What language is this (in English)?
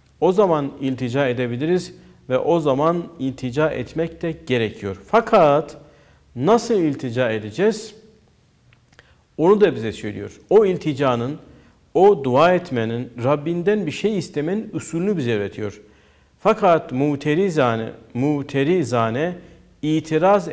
Turkish